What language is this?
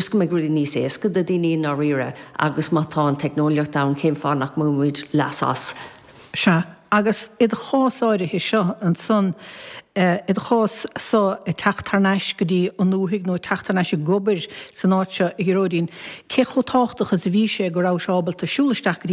Irish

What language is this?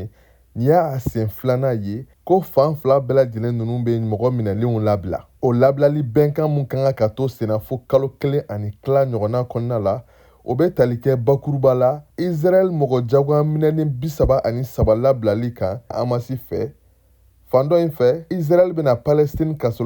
Bambara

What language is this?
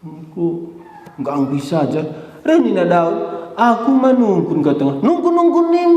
Batak Karo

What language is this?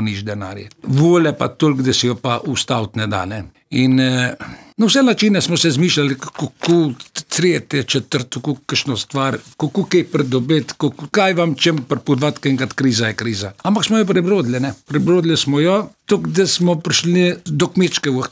Slovenian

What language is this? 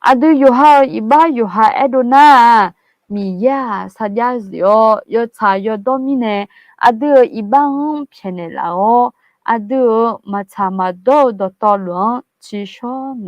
Akha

